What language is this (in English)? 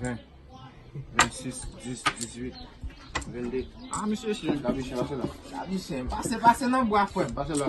Haitian Creole